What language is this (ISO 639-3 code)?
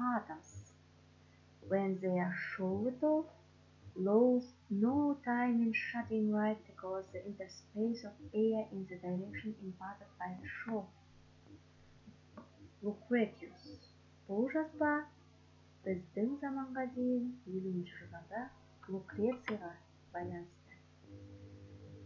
kaz